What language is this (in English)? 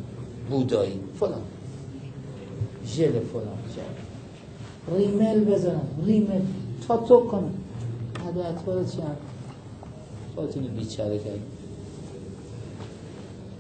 Persian